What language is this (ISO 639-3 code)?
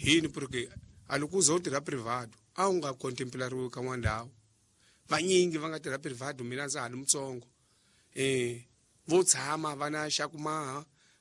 tso